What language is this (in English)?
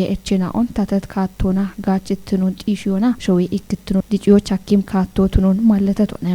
Kafa